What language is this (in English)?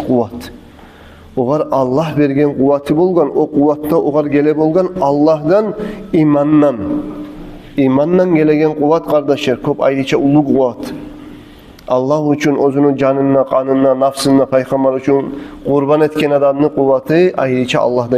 Kumyk